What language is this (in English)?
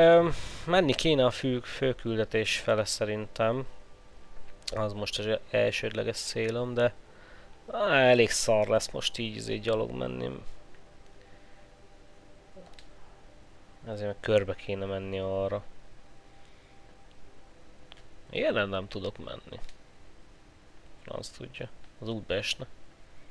Hungarian